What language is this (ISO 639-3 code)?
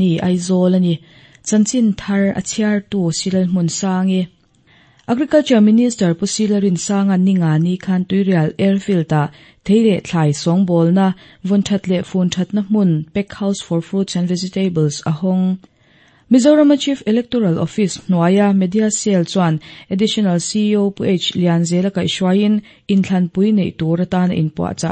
lus